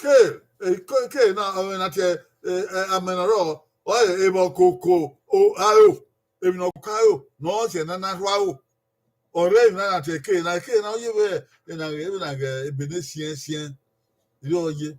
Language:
Bini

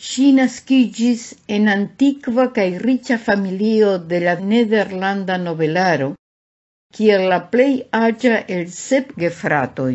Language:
Esperanto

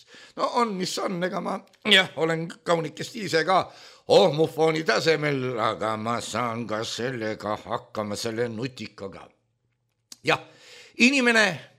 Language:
Estonian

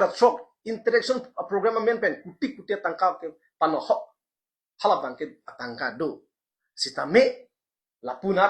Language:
Karbi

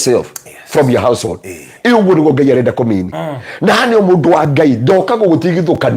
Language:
Kikuyu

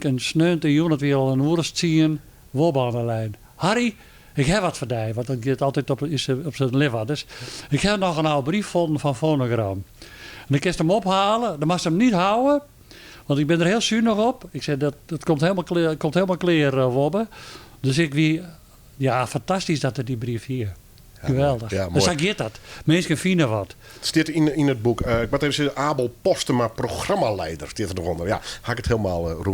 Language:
Western Frisian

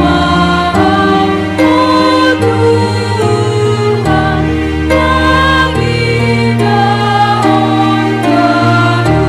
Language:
Batak Simalungun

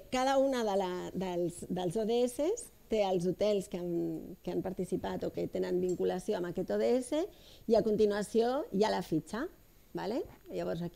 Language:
Catalan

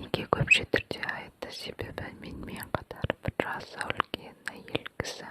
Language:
Kazakh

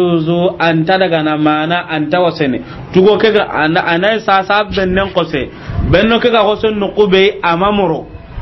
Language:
Soninke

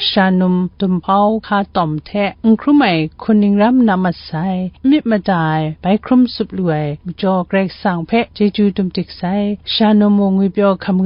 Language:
Kachin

